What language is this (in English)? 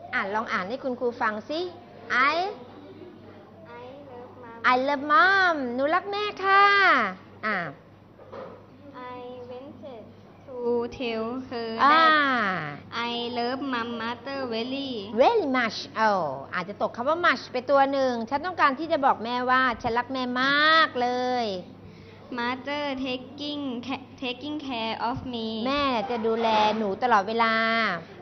Thai